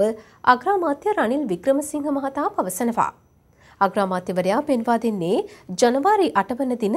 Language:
Sinhala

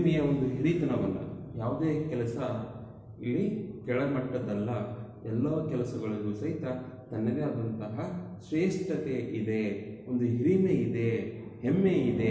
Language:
Kannada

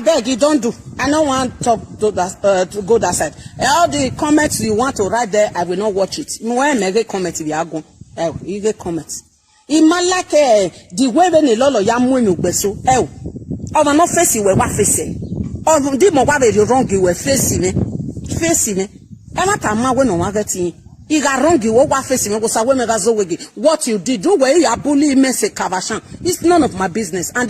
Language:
Nigerian Pidgin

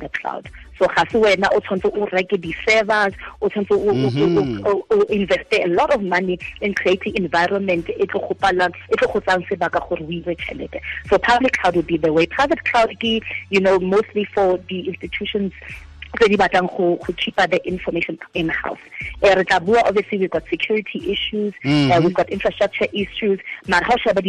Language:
Tswana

